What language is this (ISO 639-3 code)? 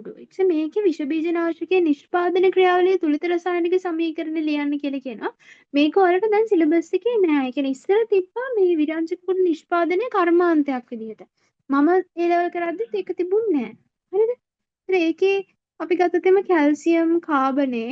sin